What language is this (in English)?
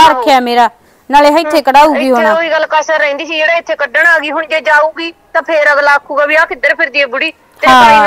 Punjabi